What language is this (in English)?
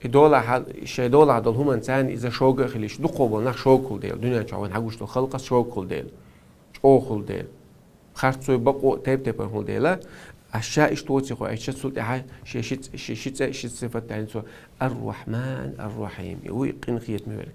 Chechen